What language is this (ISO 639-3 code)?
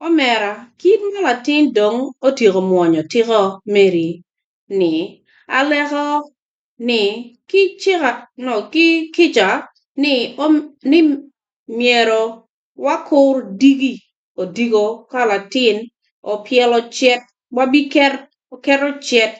ach